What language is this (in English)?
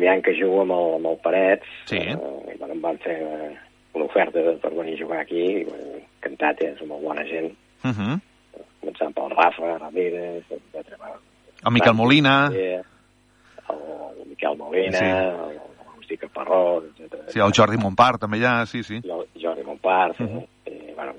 Catalan